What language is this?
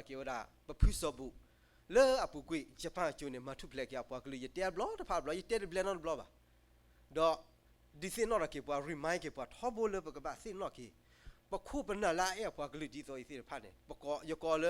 S'gaw Karen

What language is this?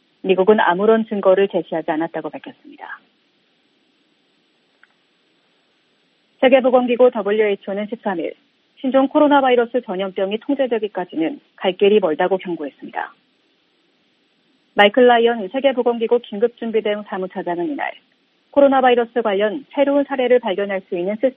Korean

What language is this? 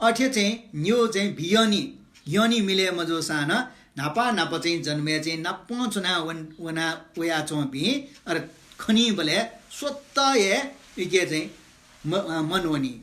Newari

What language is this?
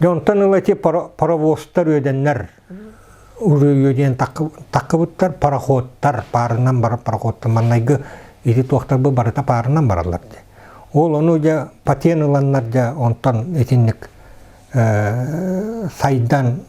Yakut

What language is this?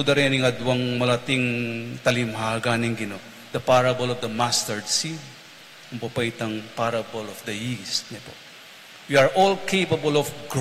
Pampanga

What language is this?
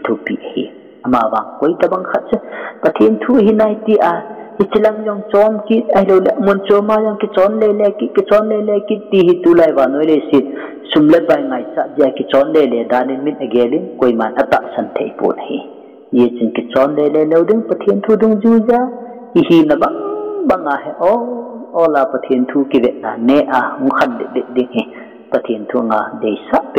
Thado Chin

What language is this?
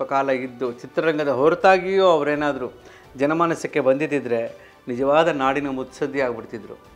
Kannada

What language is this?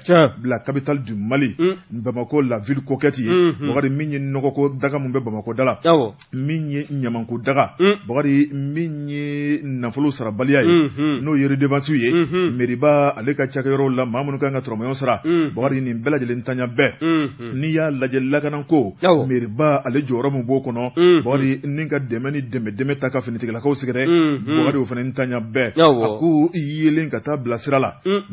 Bambara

